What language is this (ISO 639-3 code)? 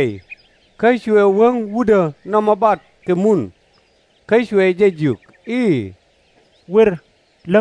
nus